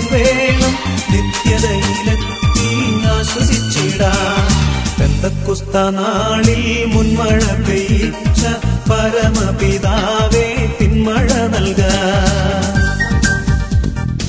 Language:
Malayalam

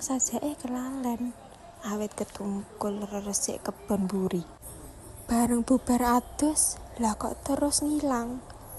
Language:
Javanese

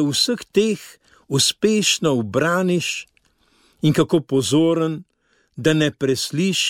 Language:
Slovenian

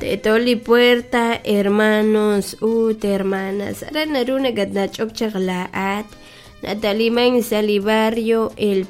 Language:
Kekchí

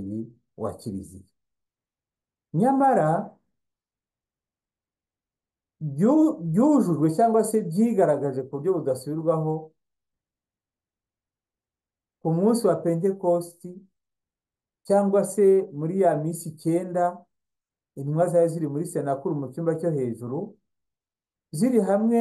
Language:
Kinyarwanda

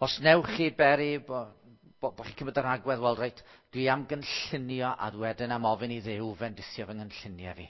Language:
Welsh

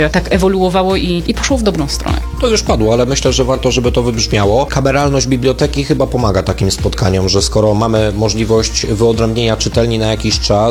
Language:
Polish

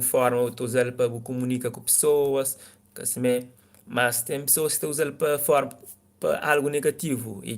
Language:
Kabuverdianu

